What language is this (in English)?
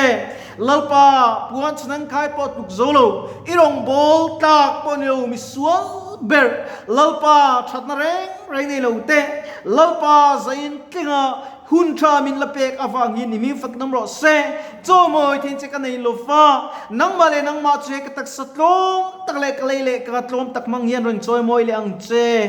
Mizo